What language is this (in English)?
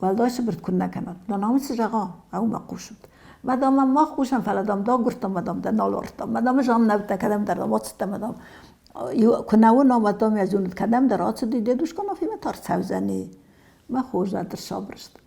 Ossetic